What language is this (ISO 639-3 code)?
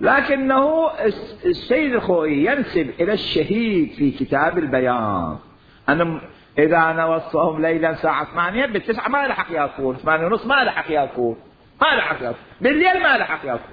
acm